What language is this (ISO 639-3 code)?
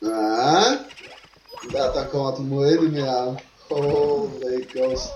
fao